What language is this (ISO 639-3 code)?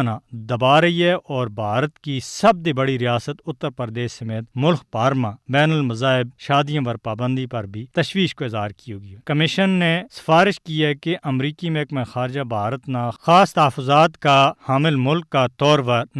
gju